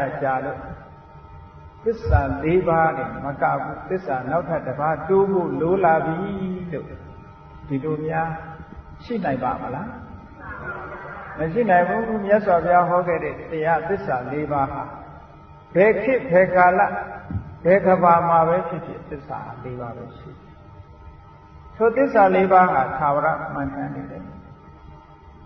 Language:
Burmese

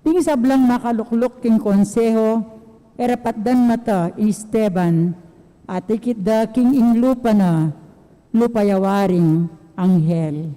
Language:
Pampanga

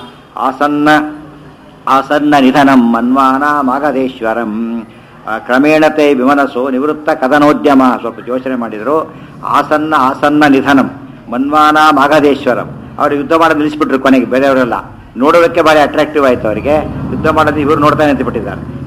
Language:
Kannada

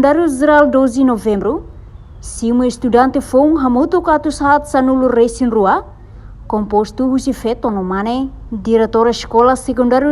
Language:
Tetum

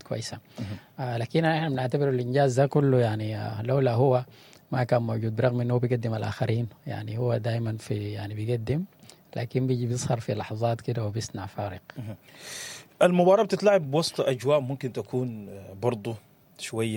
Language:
Sudanese Arabic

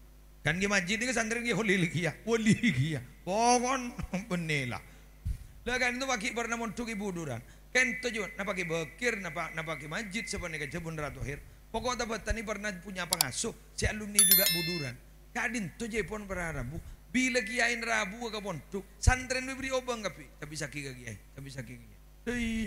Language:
Madurese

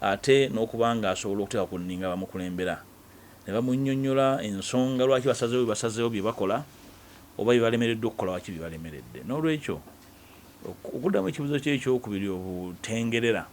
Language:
Ganda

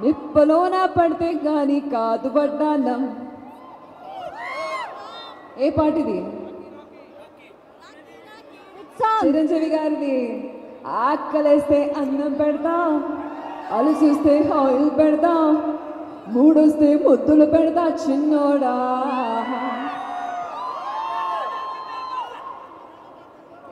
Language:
Telugu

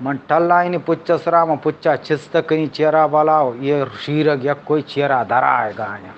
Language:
Eastern Balochi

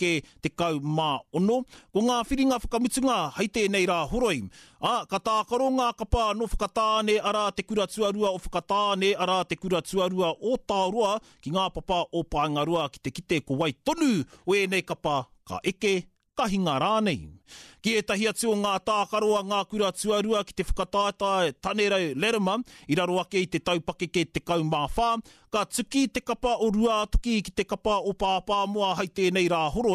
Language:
Māori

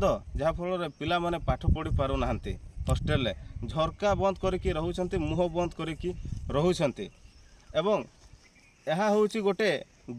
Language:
Odia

